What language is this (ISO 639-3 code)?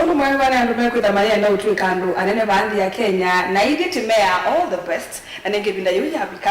kam